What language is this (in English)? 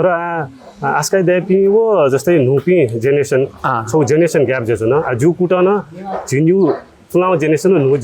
Newari